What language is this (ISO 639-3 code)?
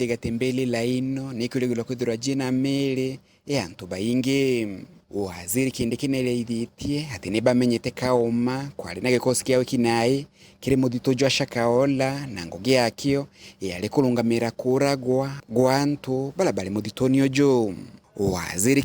mer